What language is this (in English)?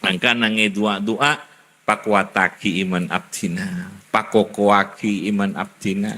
Madurese